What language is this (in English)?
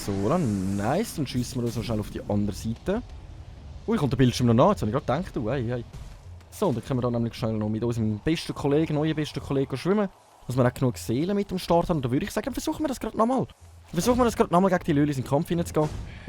Swiss German